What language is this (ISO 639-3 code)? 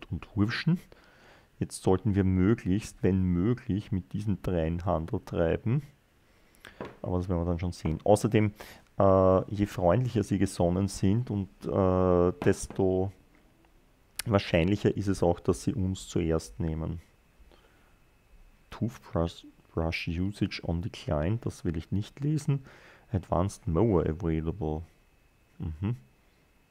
deu